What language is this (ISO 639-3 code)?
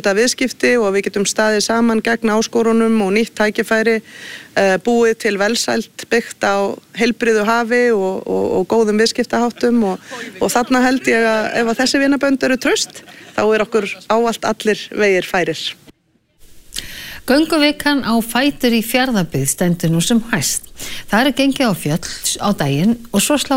isl